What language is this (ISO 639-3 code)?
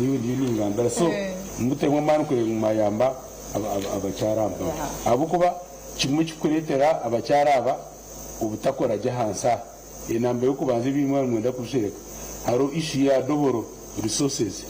nyn